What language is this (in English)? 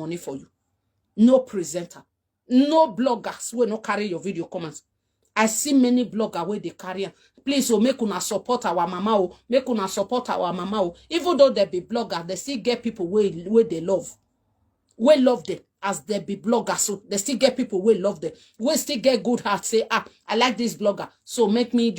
Nigerian Pidgin